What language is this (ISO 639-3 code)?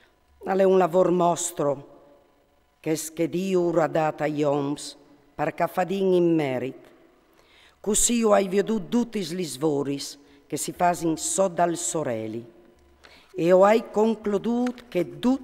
fur